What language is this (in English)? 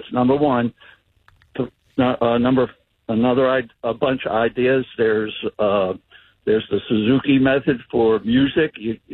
English